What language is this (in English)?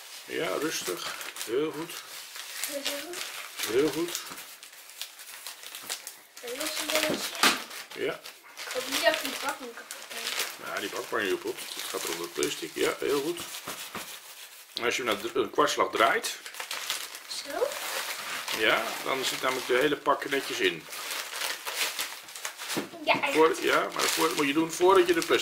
Dutch